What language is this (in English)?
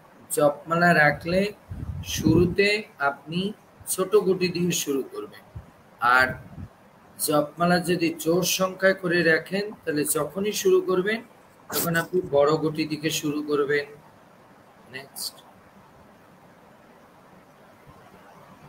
Bangla